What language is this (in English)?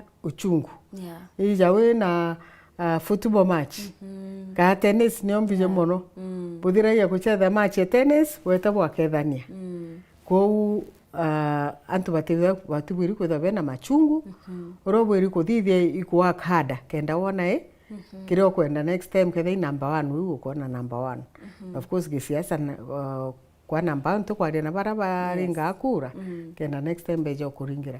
Meru